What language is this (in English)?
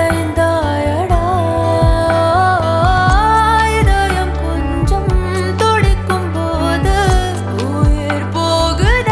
Tamil